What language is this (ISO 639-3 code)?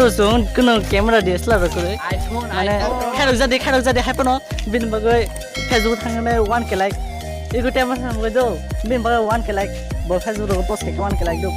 trp